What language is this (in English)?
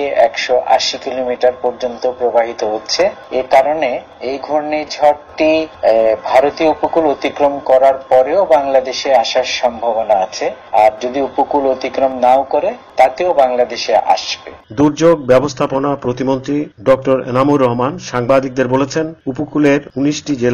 Bangla